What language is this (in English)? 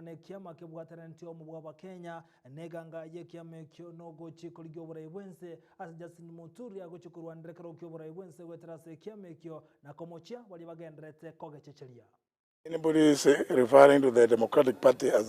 Gusii